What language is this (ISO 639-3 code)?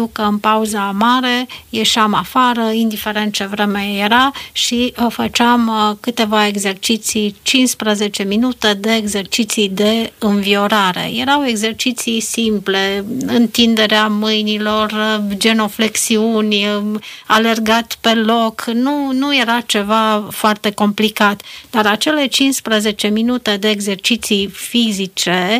ron